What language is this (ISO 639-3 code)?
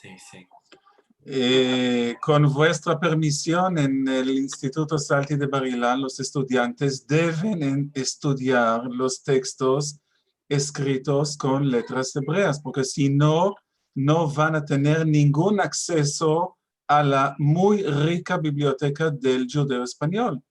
lad